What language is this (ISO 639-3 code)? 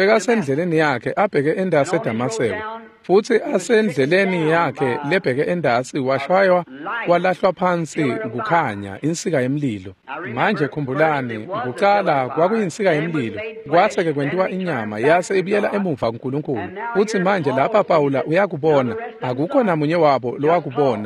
ssw